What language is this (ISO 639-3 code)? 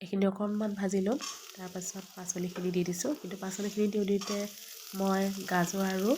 asm